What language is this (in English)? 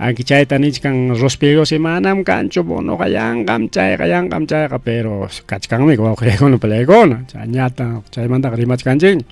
Ayacucho Quechua